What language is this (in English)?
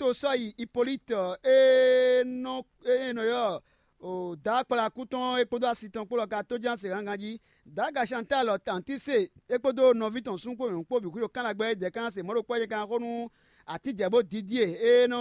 Fon